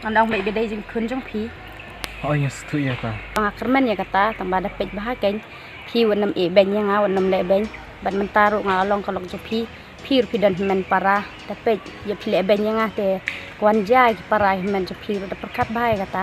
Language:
Khasi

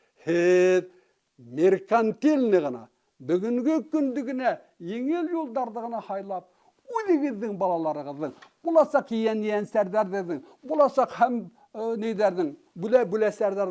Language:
Bashkir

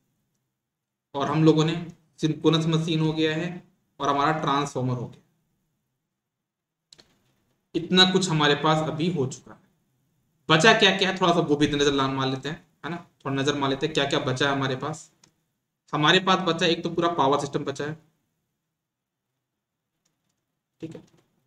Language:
Hindi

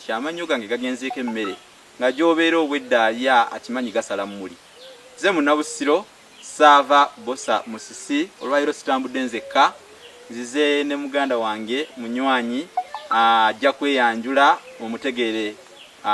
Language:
Ganda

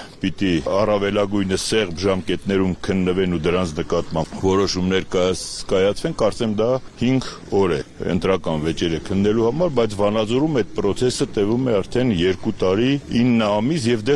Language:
Armenian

